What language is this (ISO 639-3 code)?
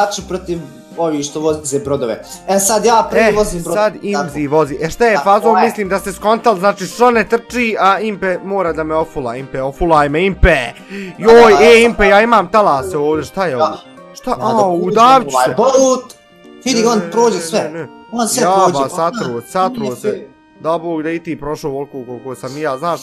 bos